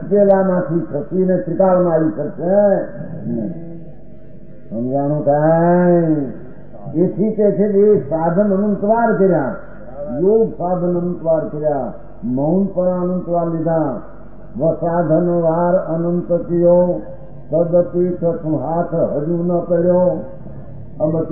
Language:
Gujarati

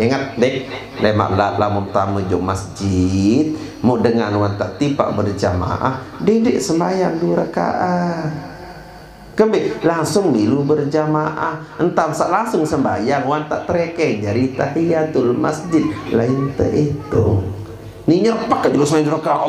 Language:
Sasak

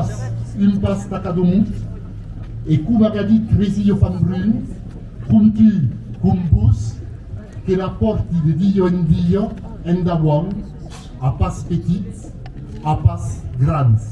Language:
Occitan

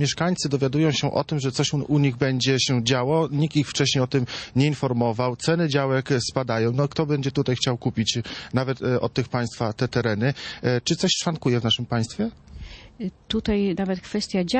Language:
Polish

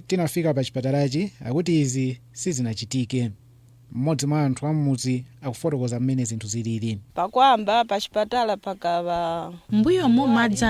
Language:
Nyanja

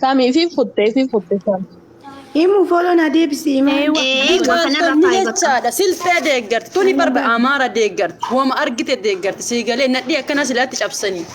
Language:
Oromo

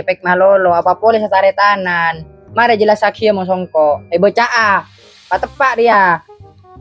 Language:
Madurese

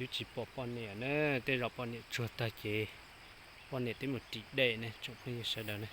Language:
Hmong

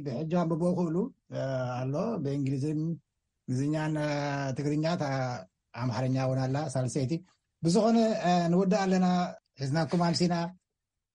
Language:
Tigrinya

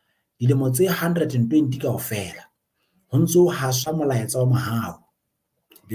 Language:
Southern Sotho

